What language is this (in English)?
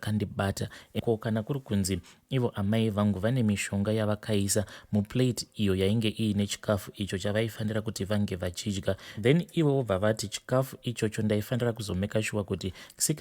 Shona